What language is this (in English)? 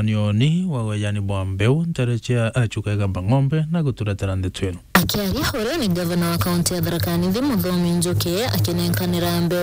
Meru